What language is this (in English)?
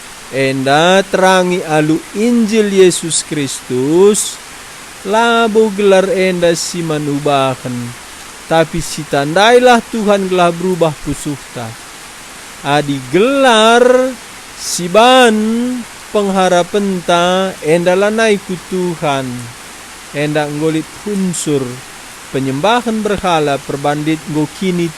Batak Karo